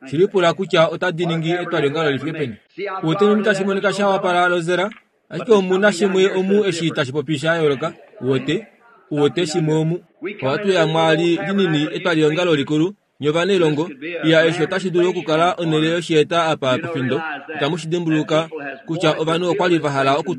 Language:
Kuanyama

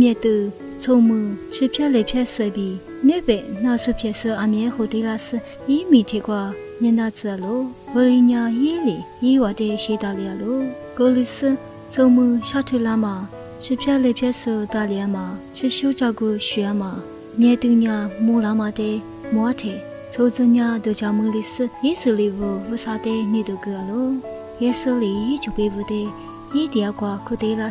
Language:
Lisu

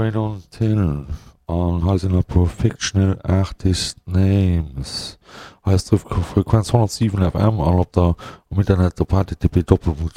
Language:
Luxembourgish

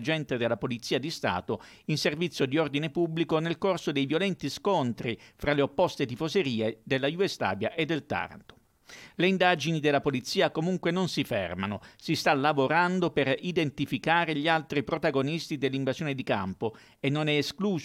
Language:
Italian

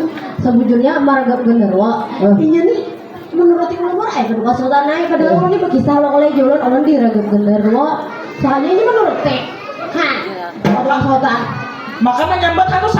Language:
Banjar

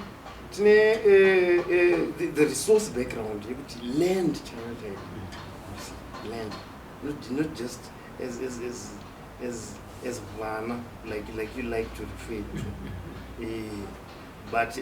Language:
Shona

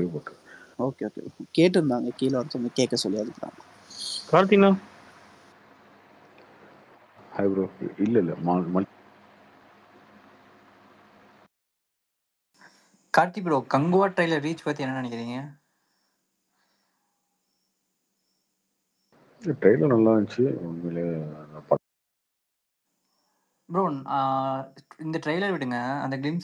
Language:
Tamil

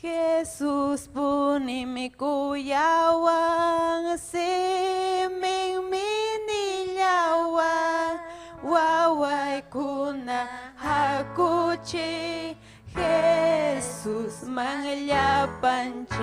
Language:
Ayacucho Quechua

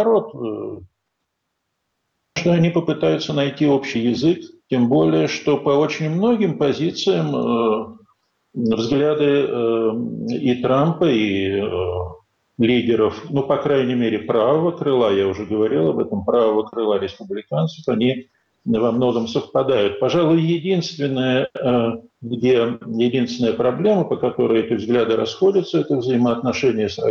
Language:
Russian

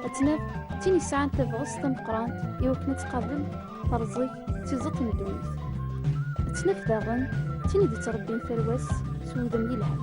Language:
Tachawit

